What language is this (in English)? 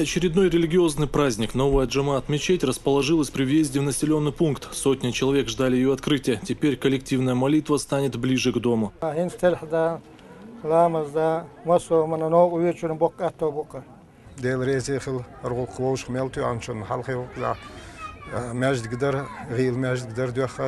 Chechen